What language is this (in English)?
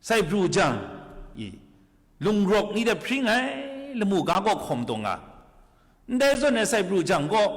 Kachin